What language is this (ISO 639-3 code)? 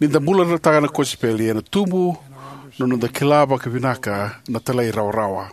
fij